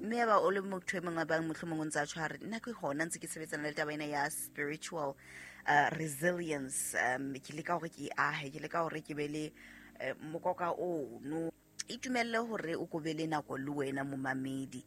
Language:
Southern Sotho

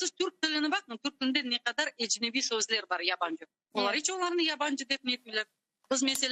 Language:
Crimean Tatar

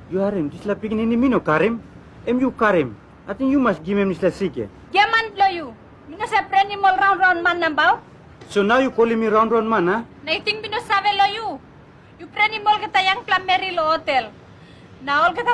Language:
Tok Pisin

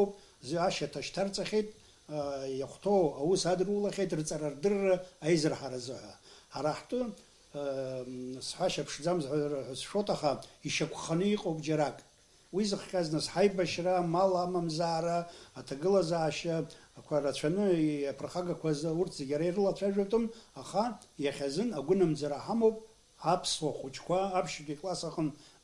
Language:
Abkhazian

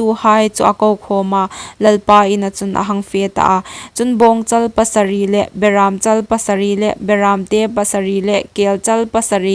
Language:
Hmar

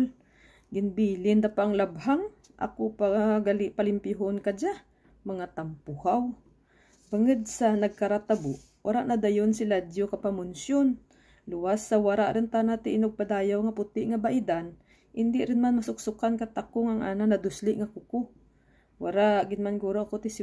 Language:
Kinaray-a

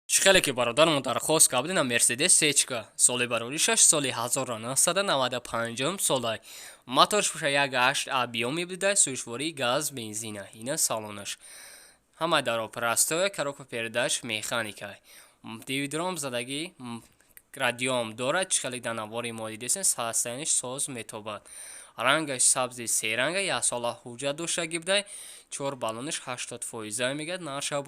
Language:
Tajik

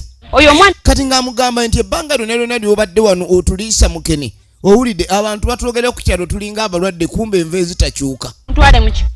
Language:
Ganda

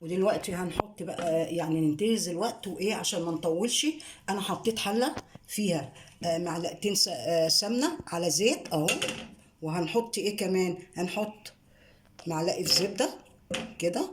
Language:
Egyptian Arabic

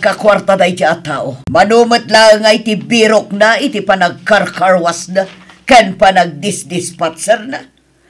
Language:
Iloko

